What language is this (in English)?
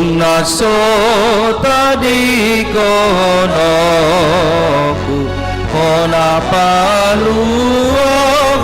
Batak Toba